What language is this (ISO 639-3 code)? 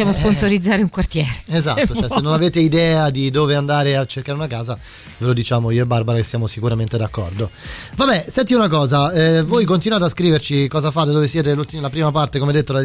ita